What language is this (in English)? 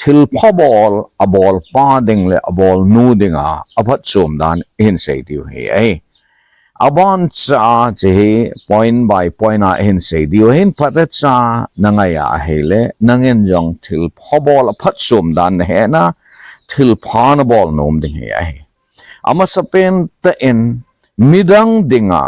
Thado Chin